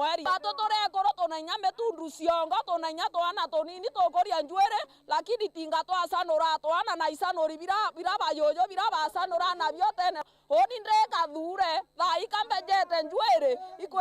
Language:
Meru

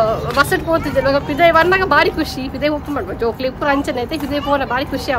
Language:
Tulu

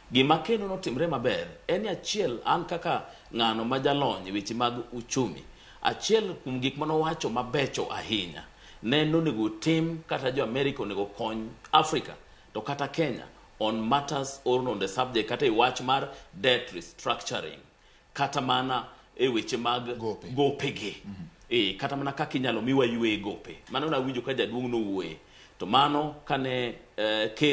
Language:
Luo (Kenya and Tanzania)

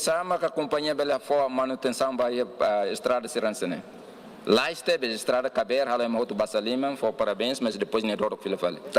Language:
Tetum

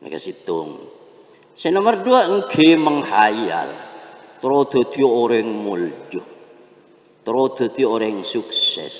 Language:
Madurese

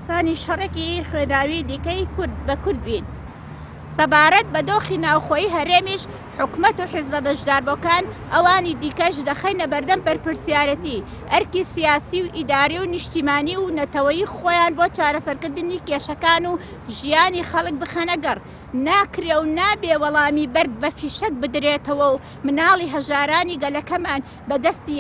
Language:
Central Kurdish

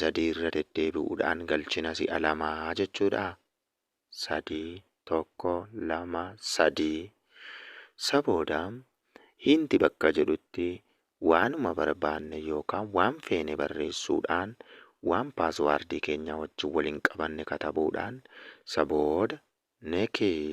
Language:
Oromo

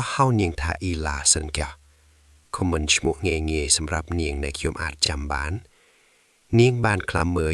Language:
Khmer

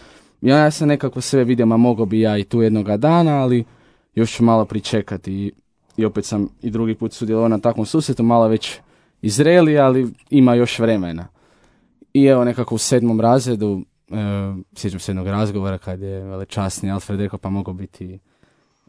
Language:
Croatian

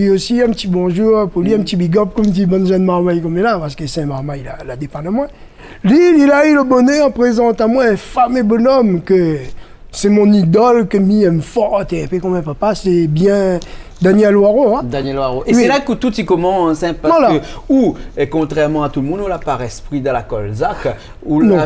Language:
Réunion Creole French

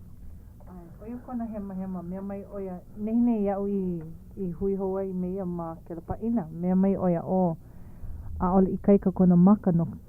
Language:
Hawaiian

